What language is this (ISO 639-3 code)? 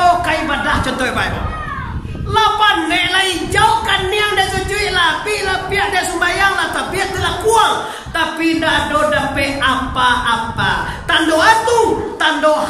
min